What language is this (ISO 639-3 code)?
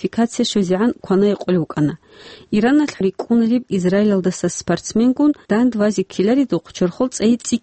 ava